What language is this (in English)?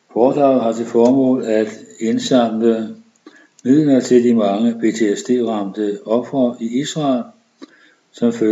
Danish